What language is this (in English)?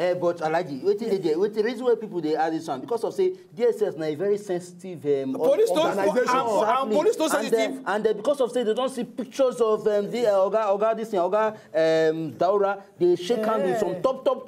Nigerian Pidgin